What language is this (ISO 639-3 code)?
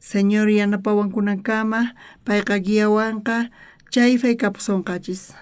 quh